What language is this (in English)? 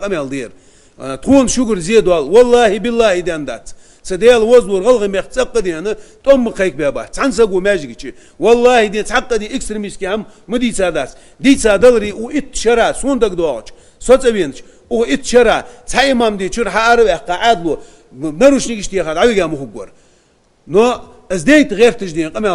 Ingush